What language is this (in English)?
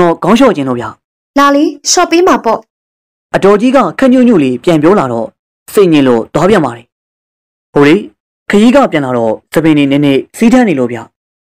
Burmese